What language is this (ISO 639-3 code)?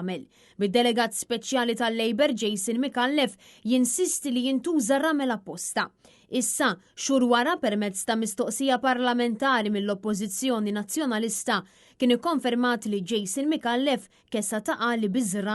mlt